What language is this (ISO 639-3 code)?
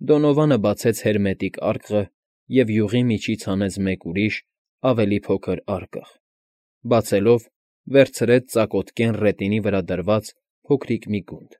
hye